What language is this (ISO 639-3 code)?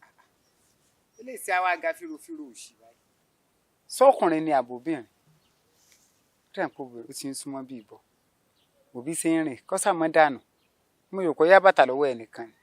yor